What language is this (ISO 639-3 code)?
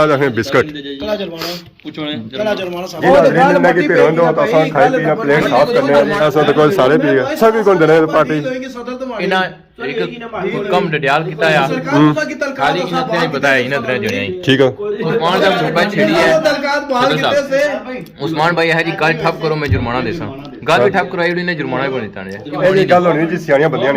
phr